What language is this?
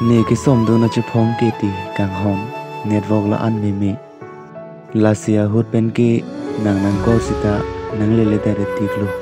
Karbi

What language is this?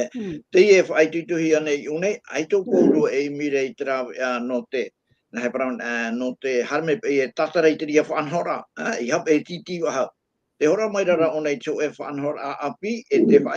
Tahitian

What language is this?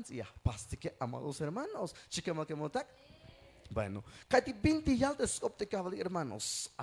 Tzeltal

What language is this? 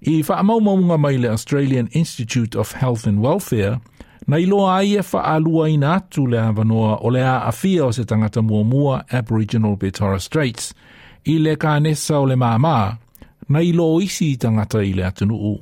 Samoan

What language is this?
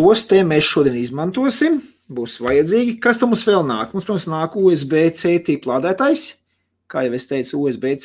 Latvian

